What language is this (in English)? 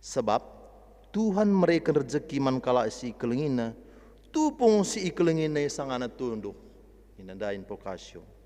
Batak Karo